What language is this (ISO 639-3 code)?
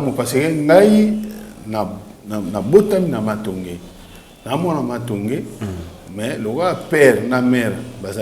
lin